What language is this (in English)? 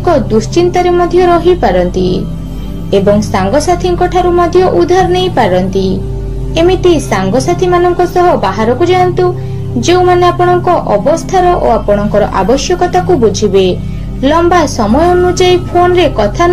Odia